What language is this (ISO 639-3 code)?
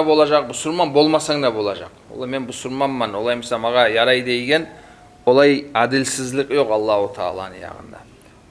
kum